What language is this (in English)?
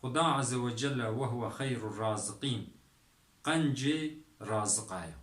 Kurdish